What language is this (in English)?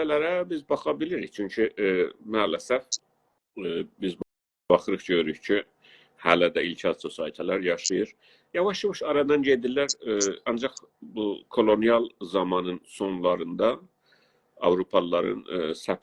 South Azerbaijani